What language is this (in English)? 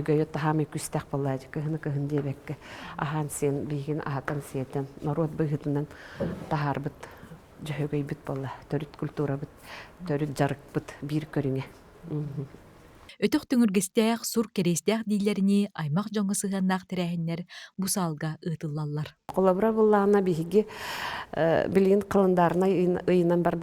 Yakut